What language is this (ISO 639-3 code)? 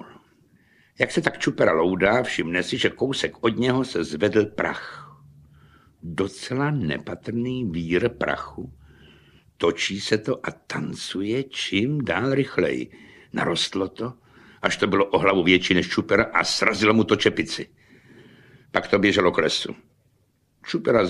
ces